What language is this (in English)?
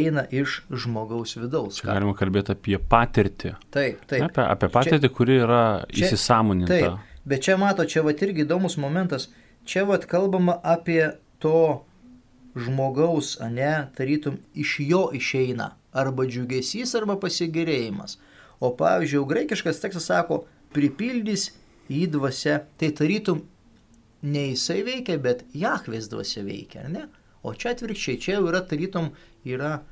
Lithuanian